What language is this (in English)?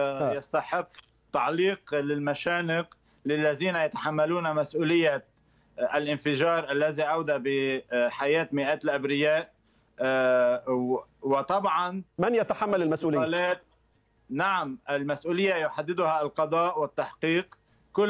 Arabic